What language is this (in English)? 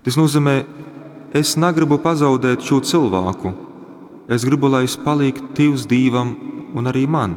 Latgalian